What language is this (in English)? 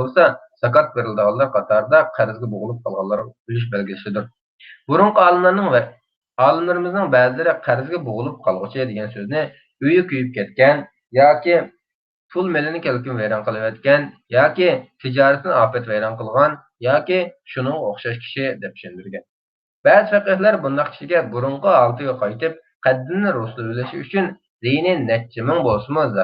Uyghur